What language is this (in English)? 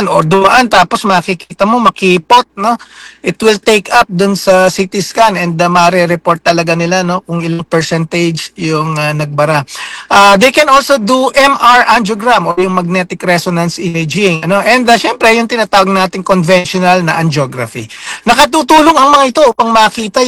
Filipino